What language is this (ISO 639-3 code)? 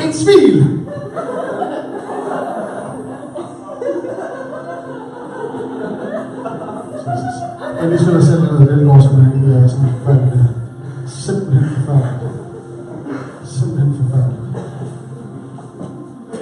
dan